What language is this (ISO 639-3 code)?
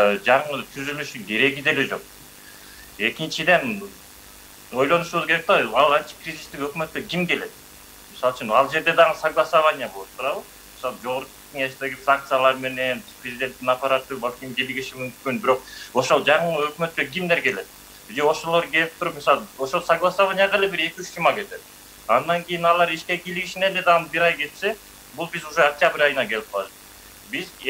kir